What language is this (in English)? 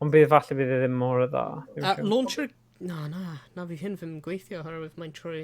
Welsh